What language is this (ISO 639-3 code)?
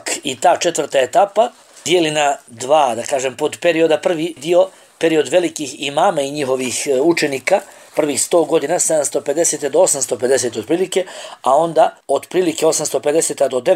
bos